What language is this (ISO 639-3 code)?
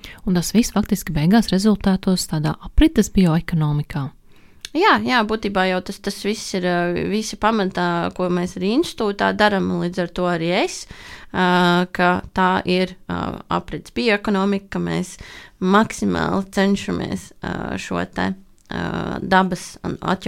lav